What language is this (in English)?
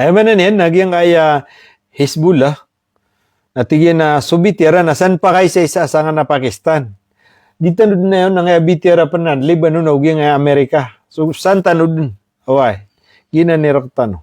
Maranao